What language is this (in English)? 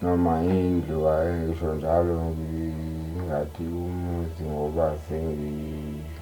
Zulu